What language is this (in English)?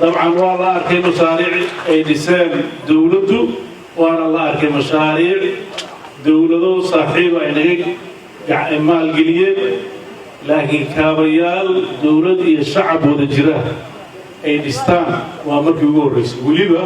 Somali